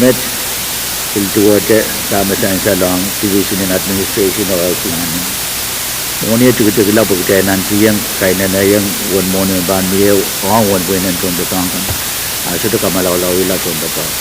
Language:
Pohnpeian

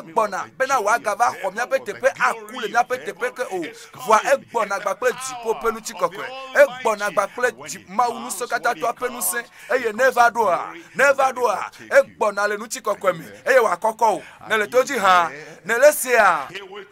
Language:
Ewe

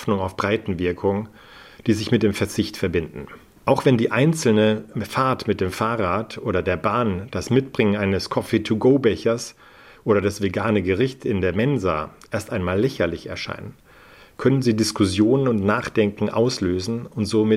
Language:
German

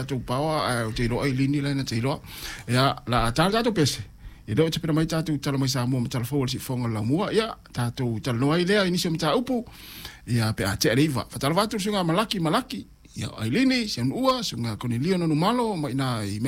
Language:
Samoan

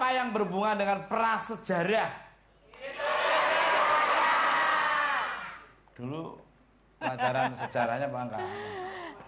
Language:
Indonesian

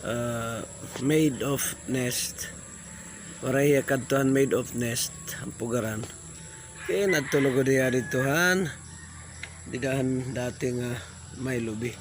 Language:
Waray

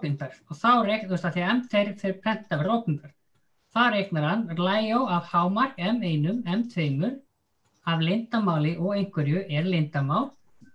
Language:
Icelandic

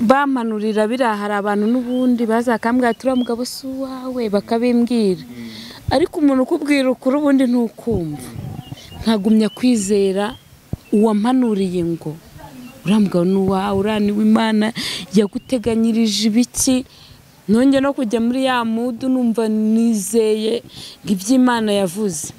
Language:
Kinyarwanda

